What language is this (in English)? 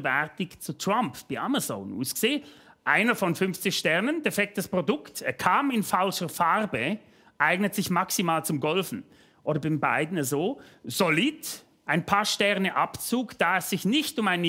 Swiss German